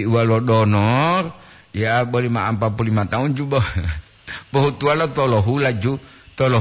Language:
Gorontalo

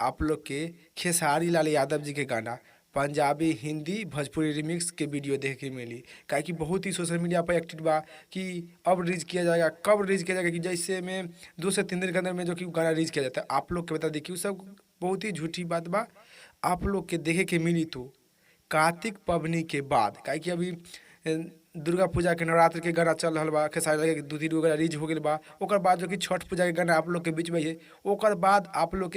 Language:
Bhojpuri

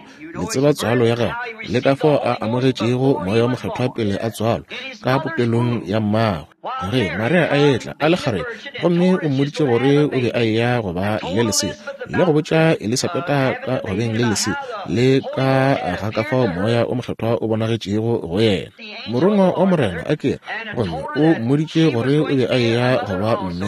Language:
Northern Sotho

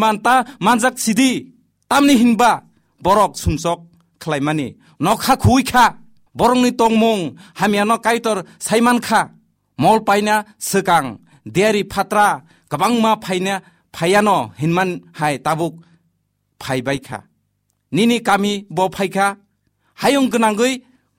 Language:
Kok Borok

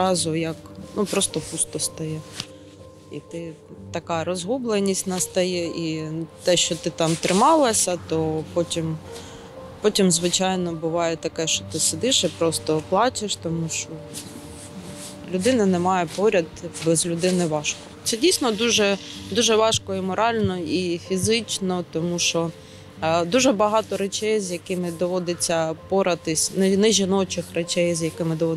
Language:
Ukrainian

